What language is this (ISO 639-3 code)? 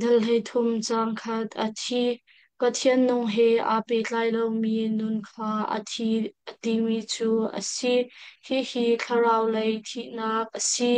cnh